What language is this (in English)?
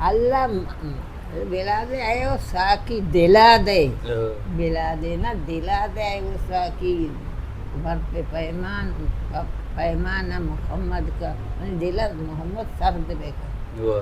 Baluchi